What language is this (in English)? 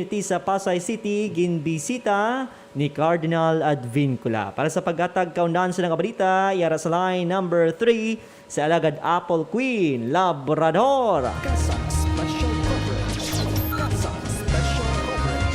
Hiligaynon